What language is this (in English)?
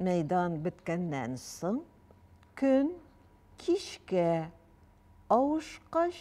Tatar